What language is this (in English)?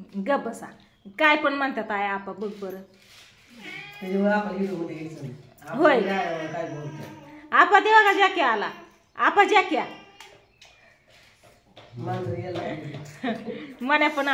Marathi